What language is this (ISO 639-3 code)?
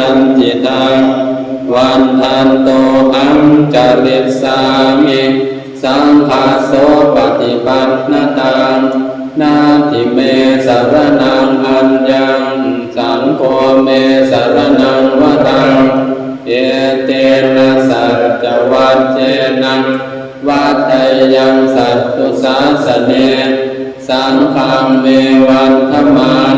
pli